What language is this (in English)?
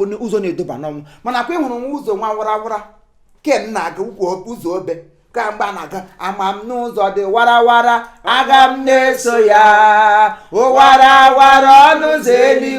Igbo